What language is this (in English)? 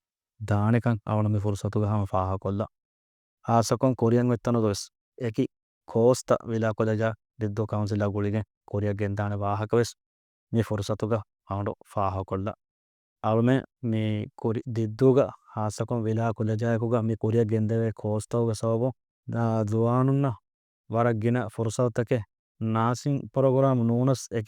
Divehi